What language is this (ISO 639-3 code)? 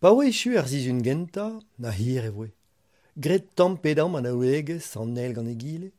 bre